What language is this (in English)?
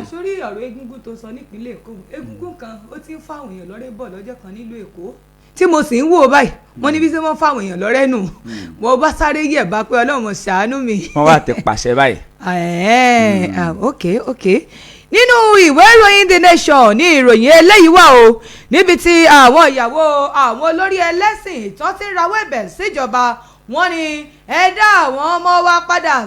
Yoruba